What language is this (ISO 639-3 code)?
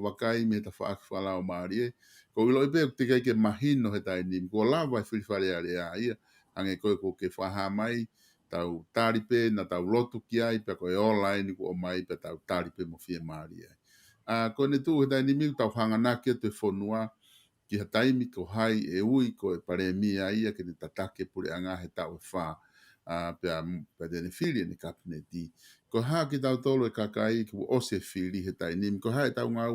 ton